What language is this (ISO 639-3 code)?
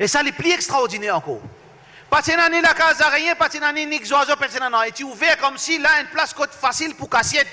mfe